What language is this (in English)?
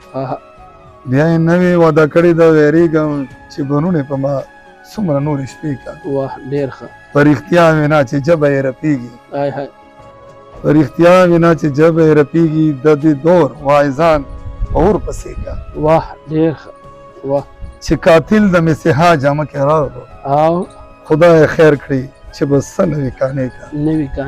Pashto